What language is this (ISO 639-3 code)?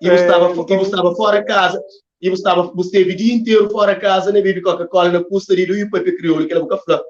kea